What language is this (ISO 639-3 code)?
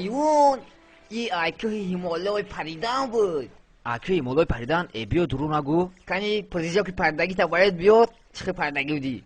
tgk